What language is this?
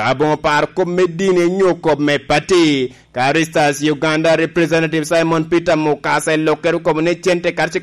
Lango (Uganda)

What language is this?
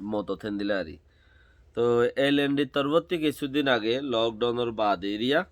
Rohingya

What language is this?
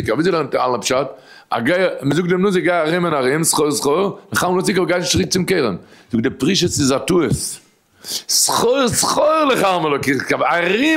Yiddish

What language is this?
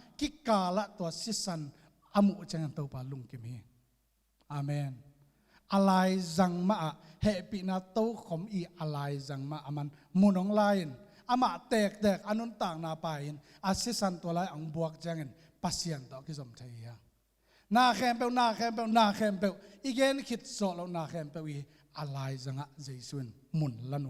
Tedim Chin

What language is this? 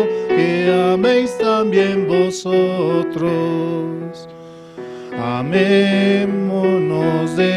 Aymara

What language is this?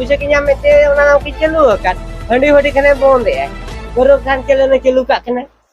Santali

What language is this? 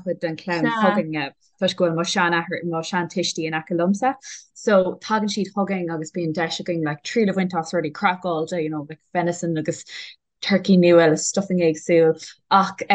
Irish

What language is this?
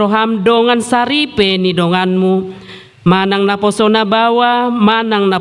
Batak Toba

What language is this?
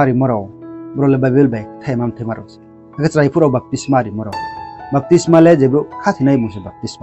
Riang (India)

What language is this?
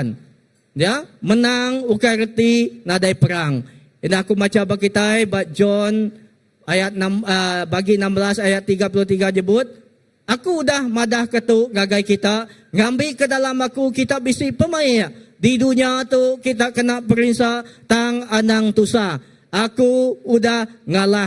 Iban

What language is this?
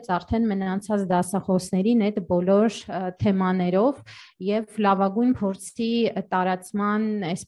Armenian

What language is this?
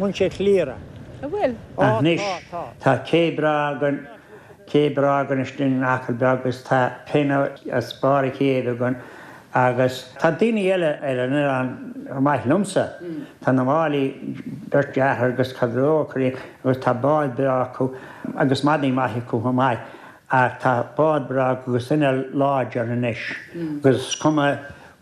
Irish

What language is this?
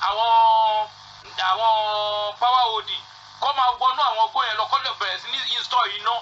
Yoruba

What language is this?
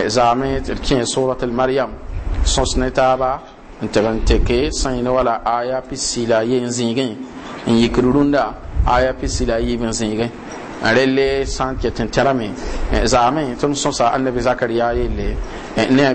Mossi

